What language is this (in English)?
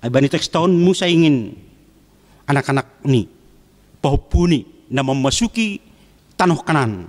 Batak Simalungun